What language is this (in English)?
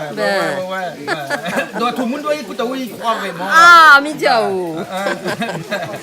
Réunion Creole French